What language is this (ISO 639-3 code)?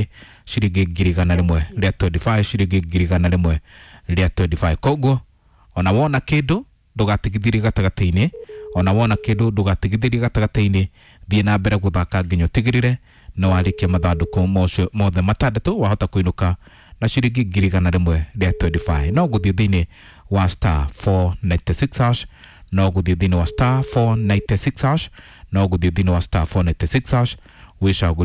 kik